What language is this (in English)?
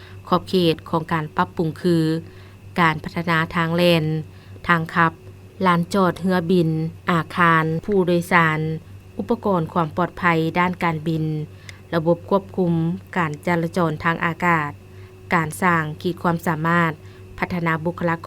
Lao